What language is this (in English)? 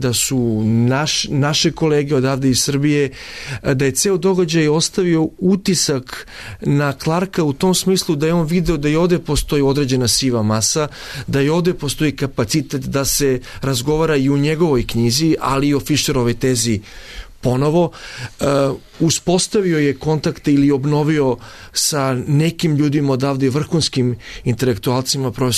Serbian